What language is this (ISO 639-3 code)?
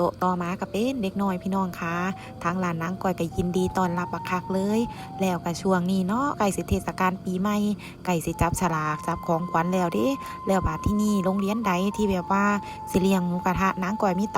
tts